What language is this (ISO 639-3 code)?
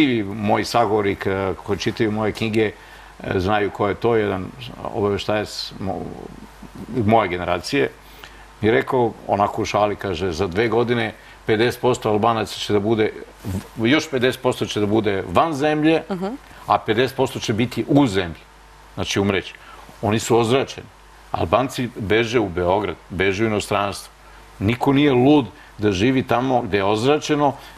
srp